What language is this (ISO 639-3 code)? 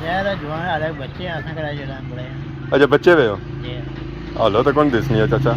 phr